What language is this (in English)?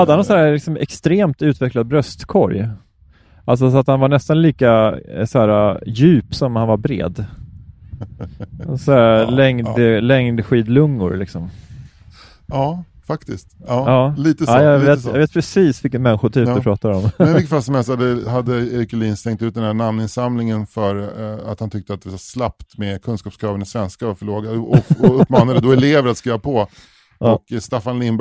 Swedish